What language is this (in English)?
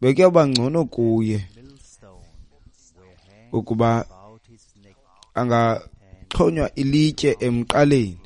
Xhosa